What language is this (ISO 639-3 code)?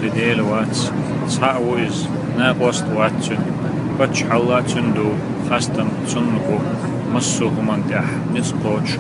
che